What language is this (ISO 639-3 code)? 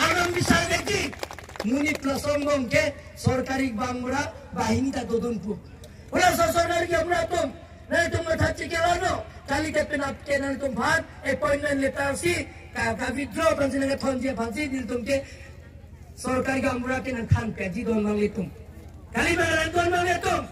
mjw